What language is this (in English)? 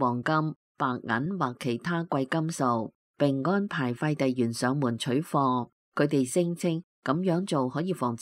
Cantonese